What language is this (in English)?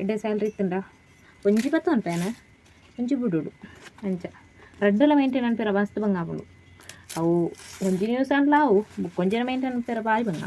Tulu